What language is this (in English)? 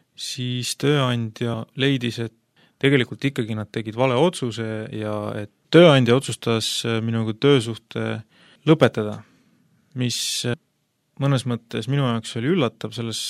Estonian